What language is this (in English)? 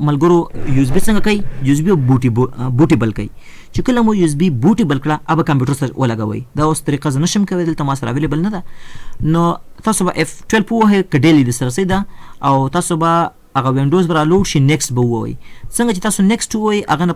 Pashto